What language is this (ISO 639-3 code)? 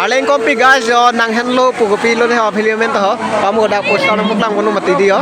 mjw